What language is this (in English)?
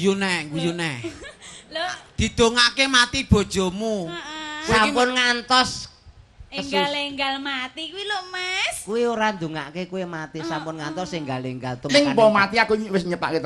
Javanese